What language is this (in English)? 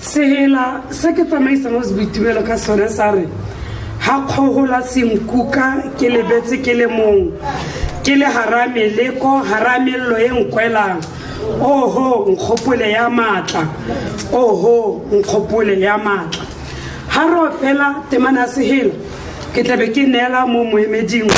Tswana